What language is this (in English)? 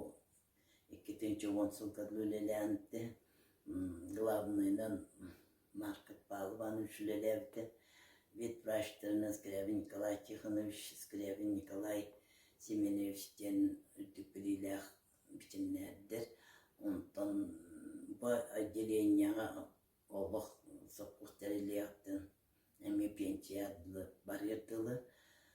Yakut